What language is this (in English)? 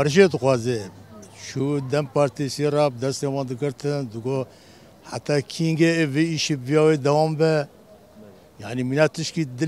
Kurdish